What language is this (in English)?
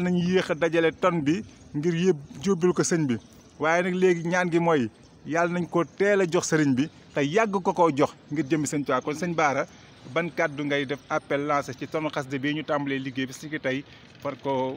Wolof